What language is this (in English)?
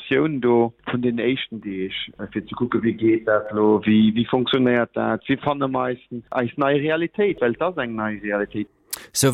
Luxembourgish